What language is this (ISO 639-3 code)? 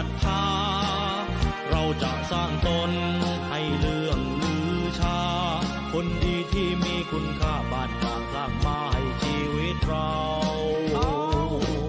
tha